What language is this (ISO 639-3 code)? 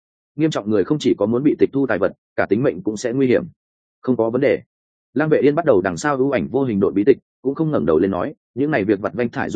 vie